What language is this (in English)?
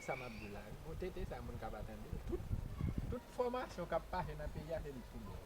Haitian Creole